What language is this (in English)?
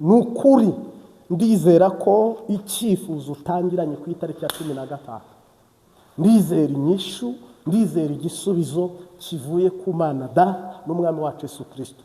Kinyarwanda